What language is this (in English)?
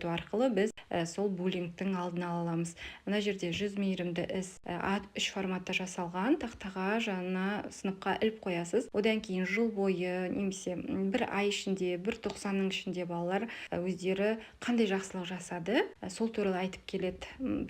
Kazakh